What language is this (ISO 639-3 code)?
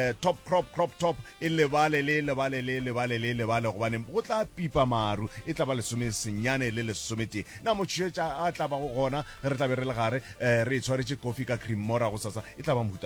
nso